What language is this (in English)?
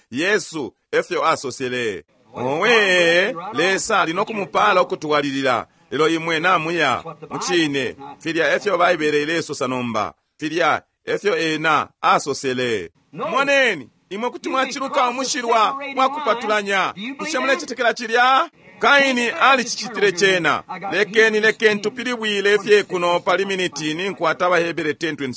Bemba